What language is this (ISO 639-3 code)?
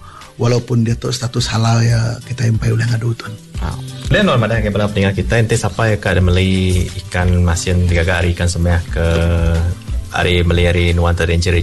msa